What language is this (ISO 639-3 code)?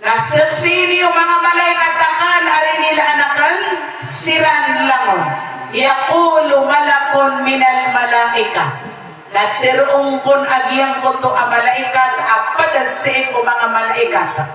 mrw